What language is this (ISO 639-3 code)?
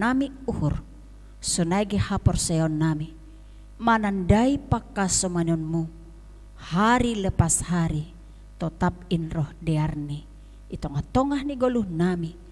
bts